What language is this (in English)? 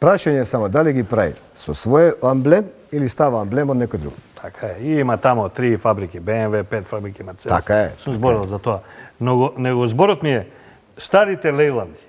Macedonian